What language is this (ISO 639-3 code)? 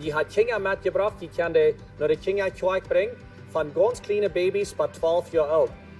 pdt